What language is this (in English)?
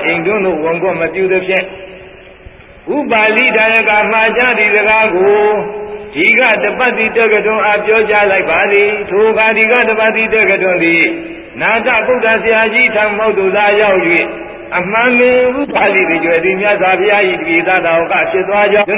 Burmese